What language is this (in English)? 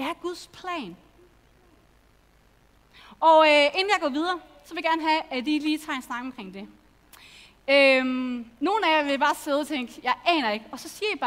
Danish